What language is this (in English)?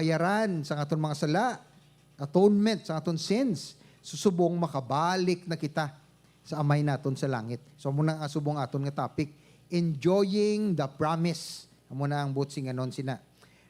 Hiligaynon